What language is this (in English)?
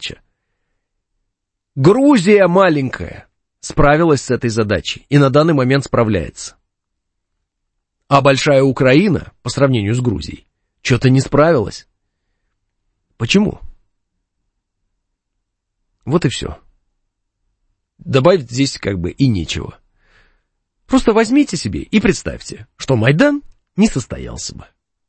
Russian